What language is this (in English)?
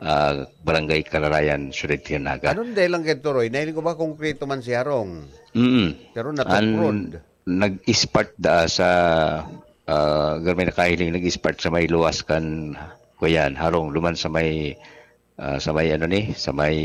Bikol